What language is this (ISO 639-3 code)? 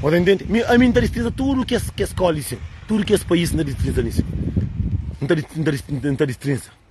kea